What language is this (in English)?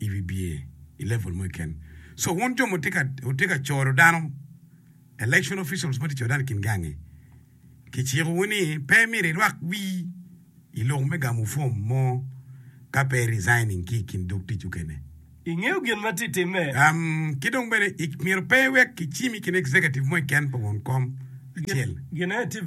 Acoli